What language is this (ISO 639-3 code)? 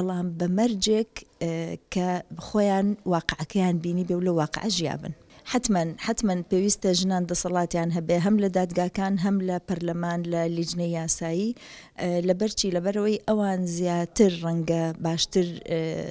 ckb